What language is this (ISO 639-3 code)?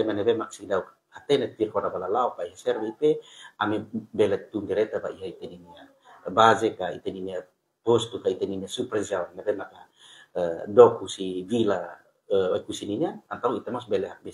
tet